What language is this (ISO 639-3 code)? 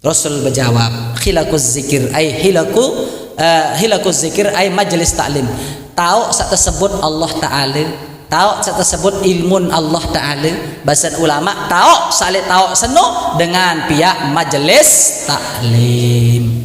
sas